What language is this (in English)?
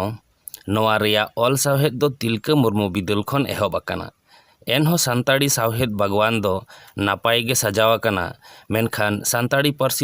Santali